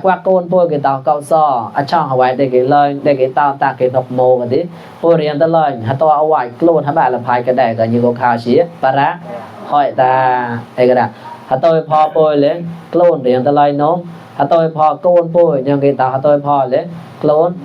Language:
Mon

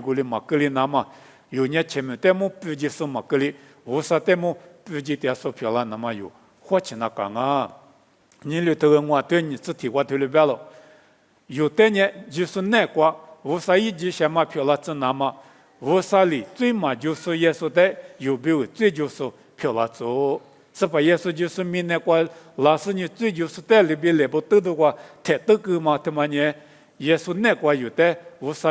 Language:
Lisu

